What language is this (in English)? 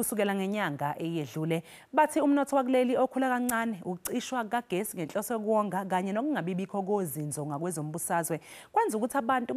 Zulu